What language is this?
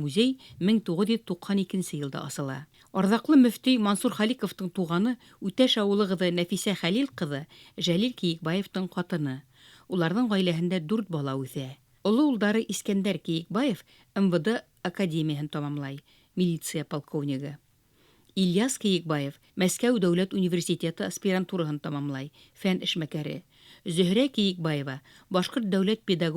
Bashkir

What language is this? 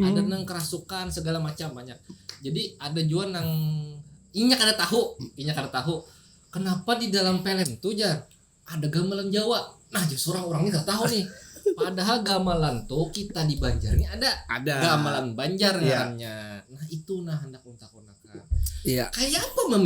Banjar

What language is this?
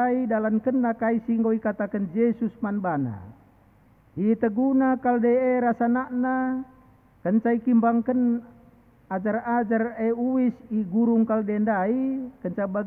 Batak Karo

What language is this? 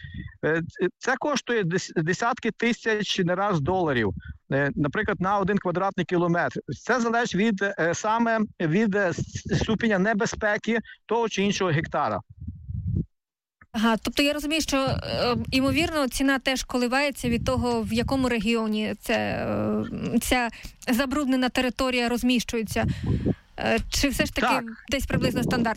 Ukrainian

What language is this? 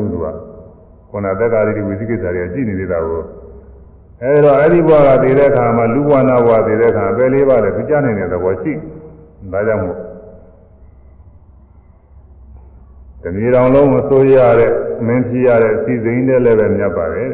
Burmese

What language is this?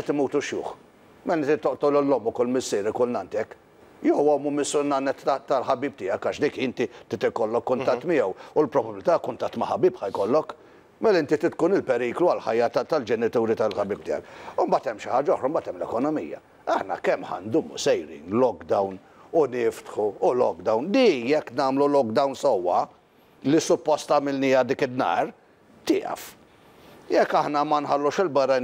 Maltese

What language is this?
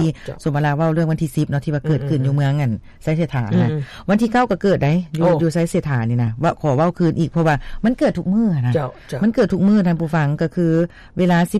Lao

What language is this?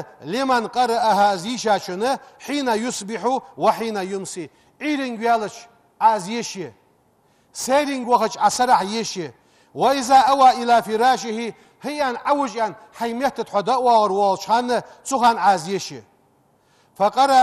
Ingush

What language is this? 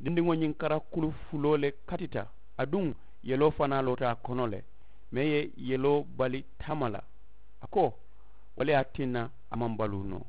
Mandingo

